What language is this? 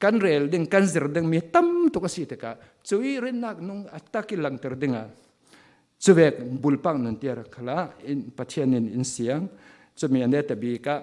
Falam Chin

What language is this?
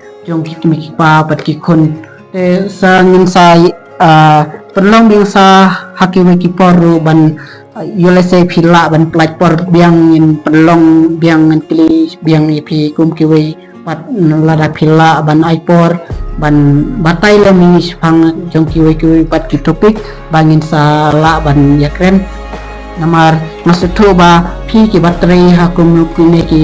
Khasi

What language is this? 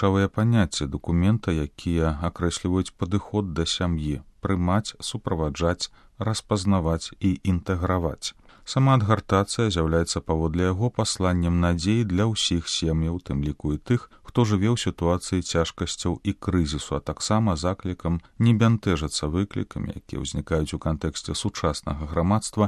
Belarusian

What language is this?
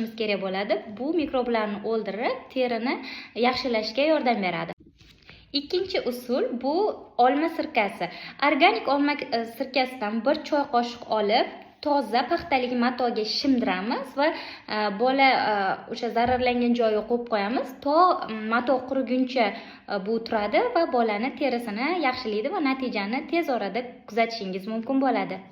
Uzbek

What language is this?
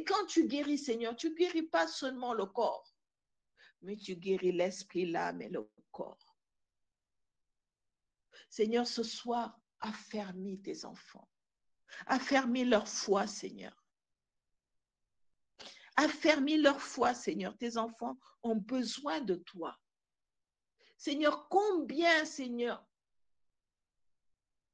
French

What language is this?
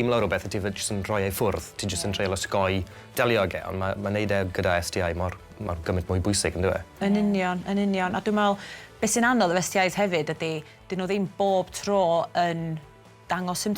Welsh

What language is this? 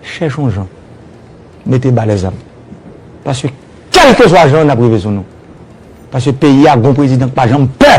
Haitian Creole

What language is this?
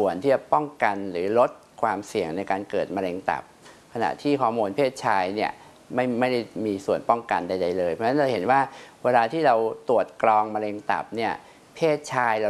Thai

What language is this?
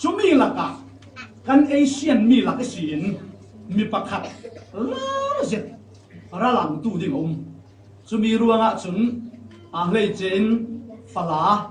Falam Chin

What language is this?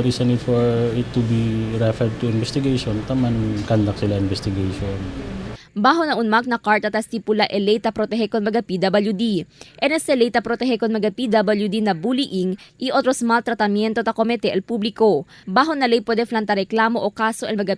Chavacano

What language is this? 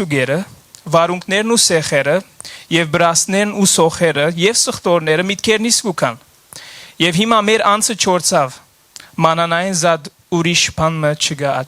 Western Armenian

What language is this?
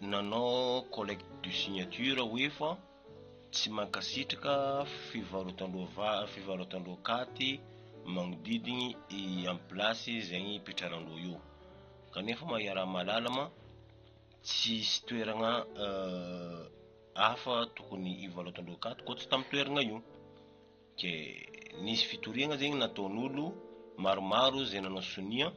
Malagasy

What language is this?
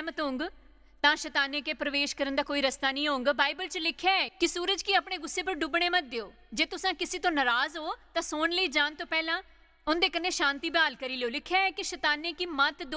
Dogri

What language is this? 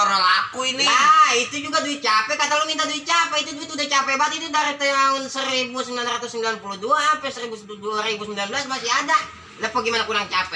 Betawi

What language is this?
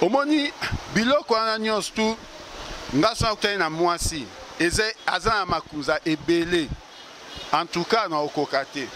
Lingala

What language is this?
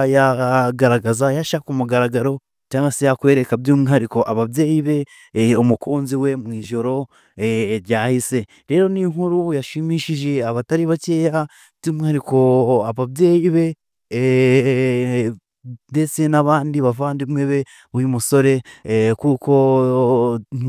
Kinyarwanda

